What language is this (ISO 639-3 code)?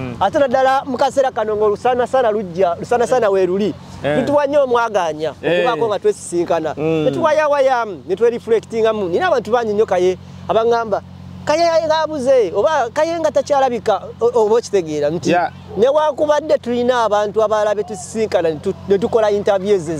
lug